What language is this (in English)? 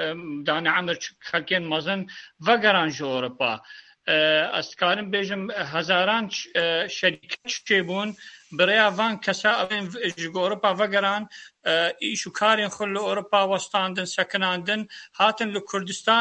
Kurdish